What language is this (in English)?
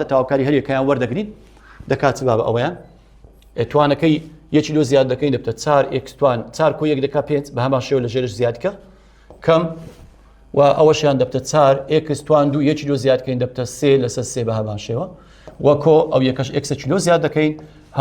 Central Kurdish